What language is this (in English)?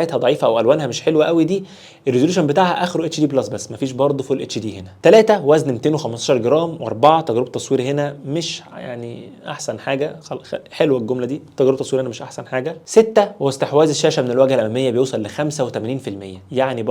Egyptian Arabic